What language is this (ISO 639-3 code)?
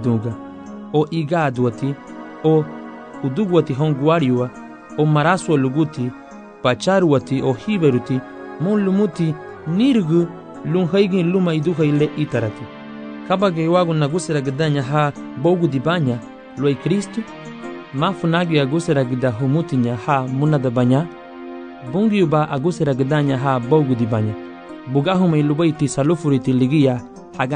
cab